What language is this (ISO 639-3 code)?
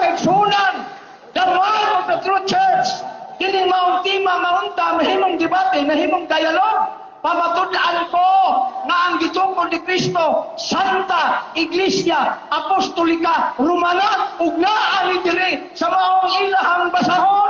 ceb